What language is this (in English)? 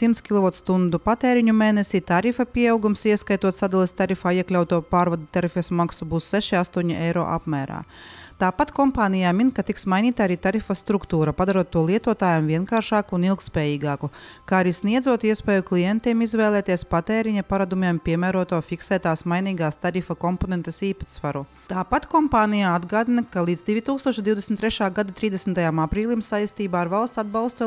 Latvian